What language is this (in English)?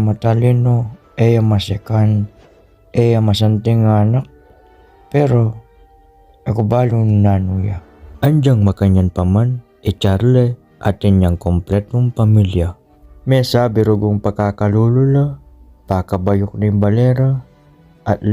Pampanga